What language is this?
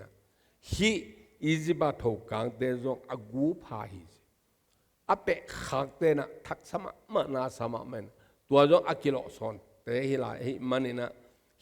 Tedim Chin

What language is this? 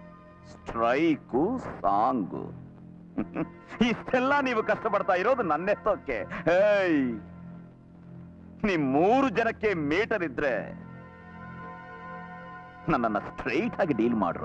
Kannada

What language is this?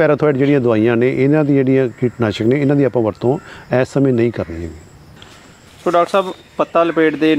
Punjabi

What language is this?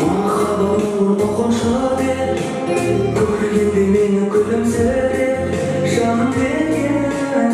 Kara-Kalpak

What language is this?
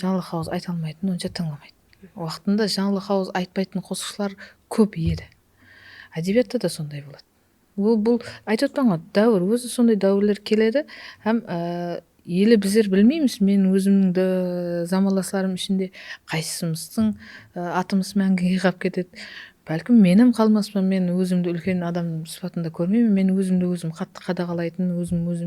Kara-Kalpak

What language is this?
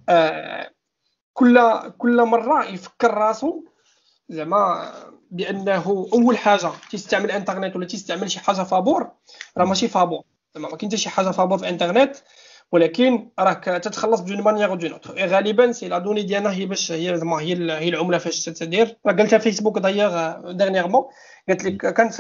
Moroccan Arabic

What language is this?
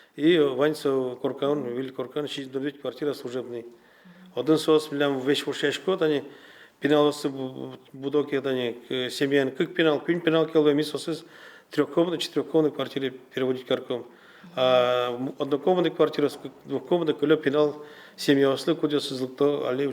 Udmurt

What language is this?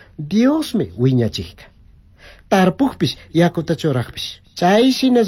Chimborazo Highland Quichua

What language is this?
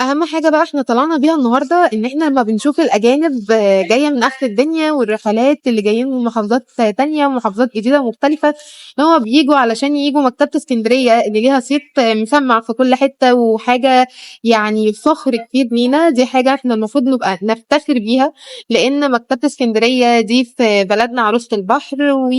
Egyptian Arabic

